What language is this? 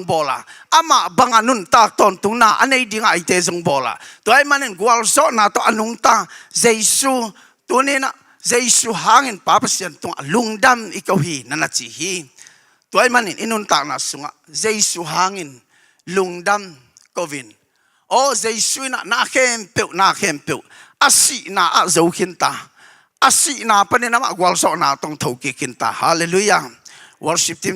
Tedim Chin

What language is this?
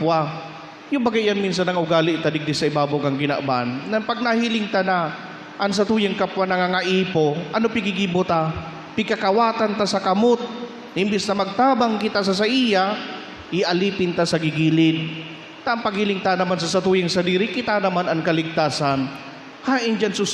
Bikol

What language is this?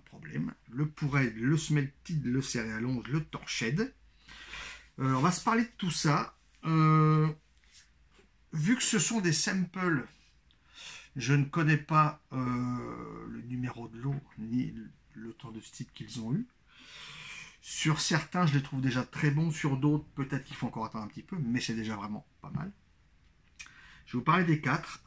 French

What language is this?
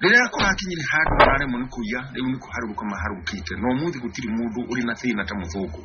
Kikuyu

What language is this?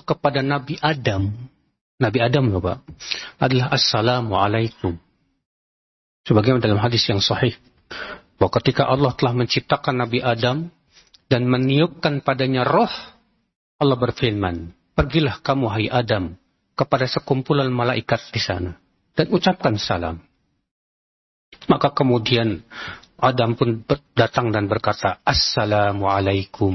Indonesian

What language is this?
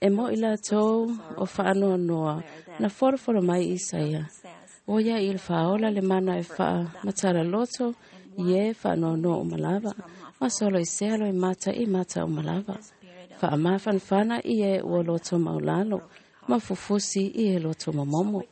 Samoan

